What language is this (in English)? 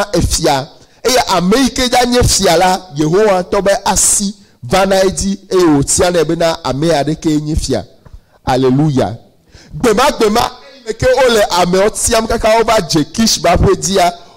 Ewe